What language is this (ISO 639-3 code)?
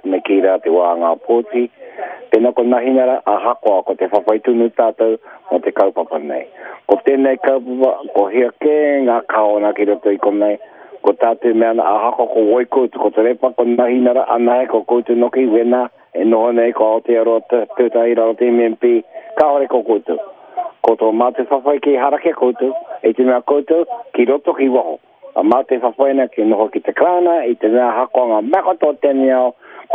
mri